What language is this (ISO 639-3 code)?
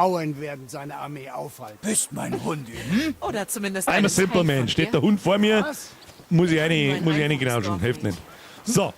bar